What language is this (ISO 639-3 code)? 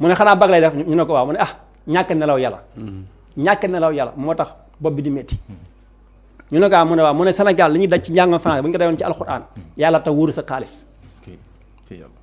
wol